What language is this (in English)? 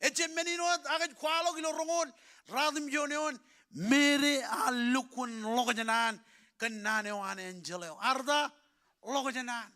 Marshallese